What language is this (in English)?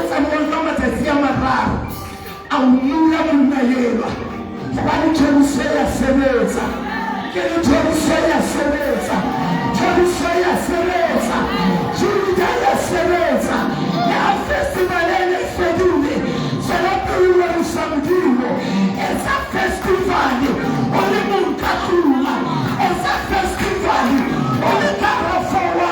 Southern Sotho